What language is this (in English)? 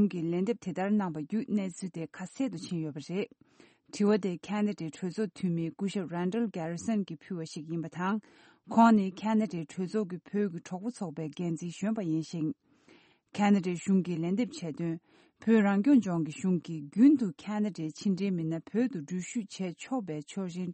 Tibetan